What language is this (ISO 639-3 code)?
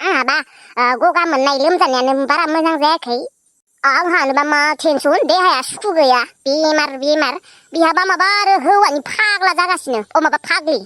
brx